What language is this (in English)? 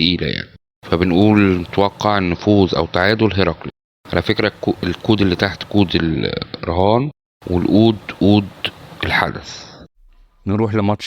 Egyptian Arabic